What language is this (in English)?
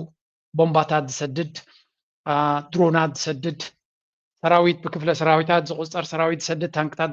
Tigrinya